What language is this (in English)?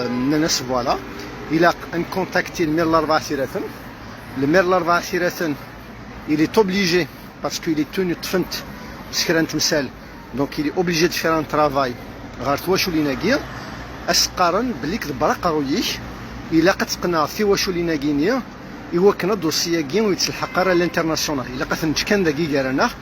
Kabyle